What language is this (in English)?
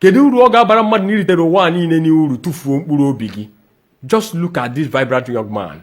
Igbo